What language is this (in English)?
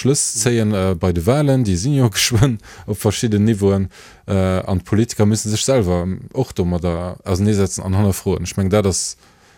Luxembourgish